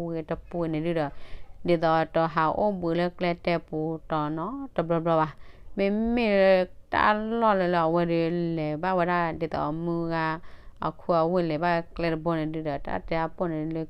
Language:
S'gaw Karen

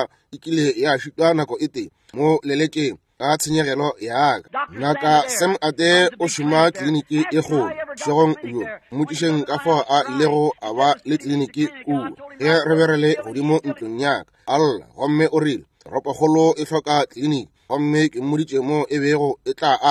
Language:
Northern Sotho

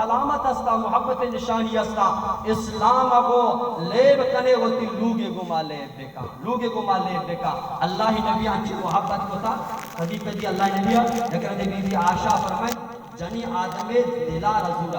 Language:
Baluchi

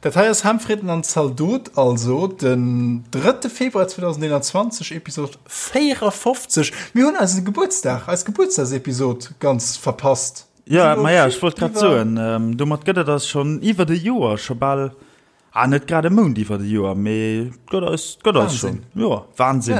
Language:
Luxembourgish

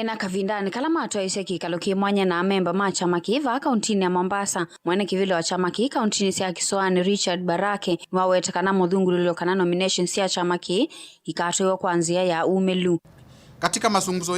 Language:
Kamba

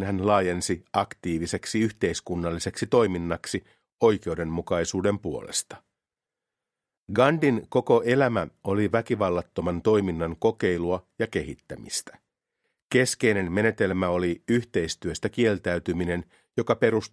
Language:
Finnish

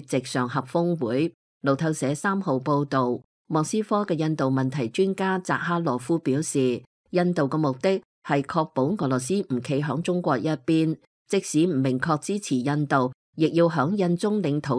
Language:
Cantonese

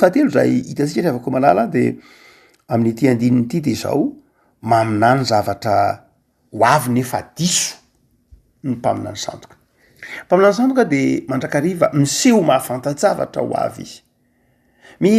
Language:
Malagasy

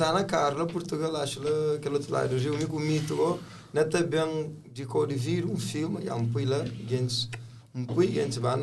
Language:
Kabuverdianu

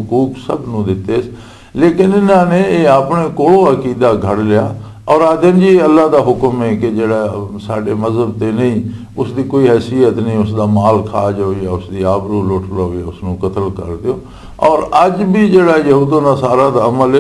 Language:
Western Panjabi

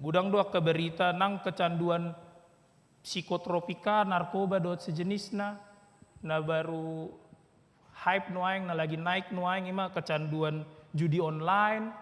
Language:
Batak Toba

